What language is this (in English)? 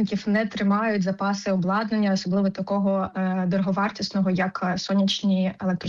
Ukrainian